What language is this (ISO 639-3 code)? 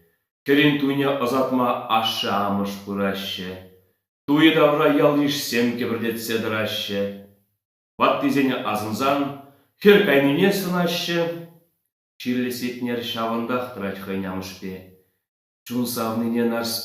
chv